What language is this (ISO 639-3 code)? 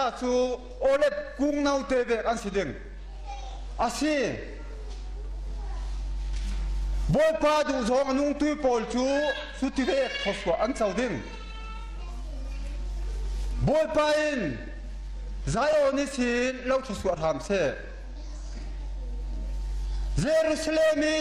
tha